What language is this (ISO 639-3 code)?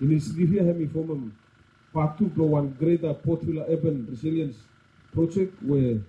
bis